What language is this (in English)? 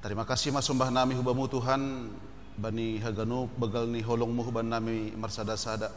Batak Simalungun